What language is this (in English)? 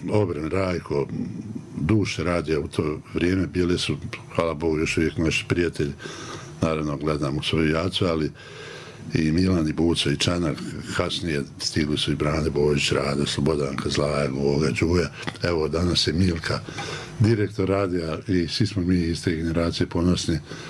Bosnian